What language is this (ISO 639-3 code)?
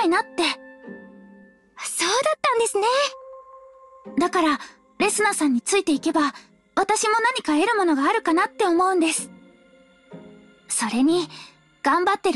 jpn